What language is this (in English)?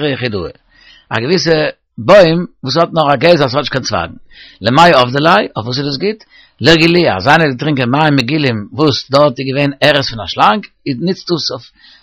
Yiddish